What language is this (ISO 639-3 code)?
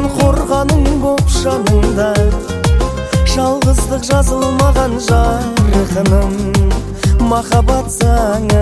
kaz